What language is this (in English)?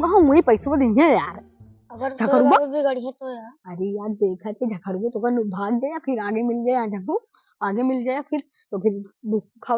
Awadhi